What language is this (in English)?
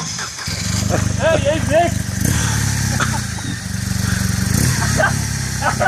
Afrikaans